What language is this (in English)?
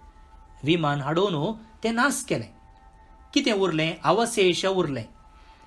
Konkani